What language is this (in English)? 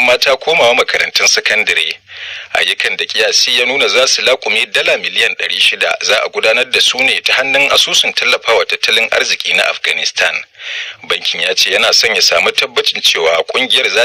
Hausa